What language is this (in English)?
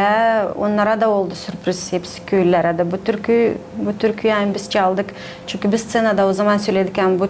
Gagauz